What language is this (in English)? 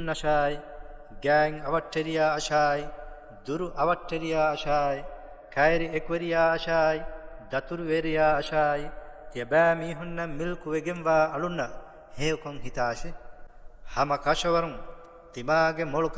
Divehi